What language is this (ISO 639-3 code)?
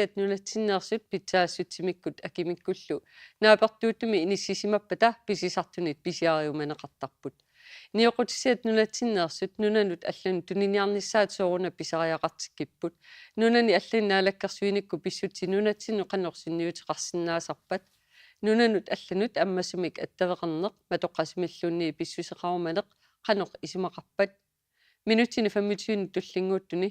kal